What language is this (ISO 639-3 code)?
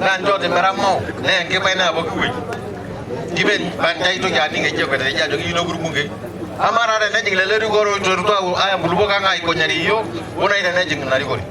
mas